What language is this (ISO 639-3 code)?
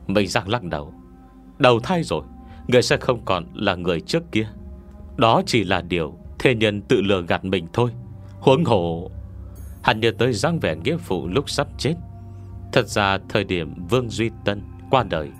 vie